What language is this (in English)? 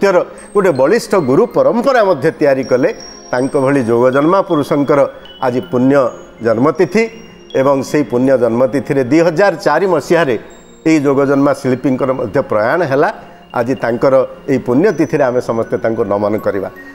Odia